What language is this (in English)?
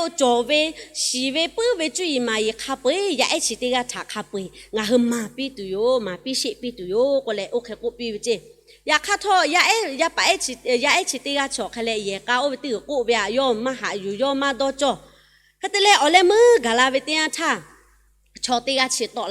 Lahu